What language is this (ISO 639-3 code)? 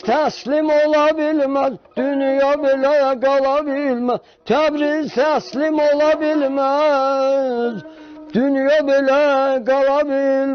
azb